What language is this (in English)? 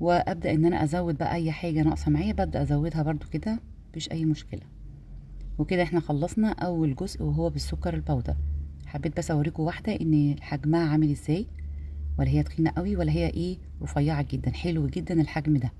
Egyptian Arabic